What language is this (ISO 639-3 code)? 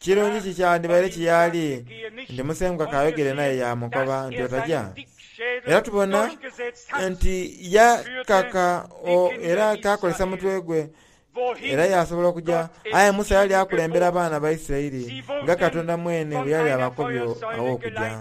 xog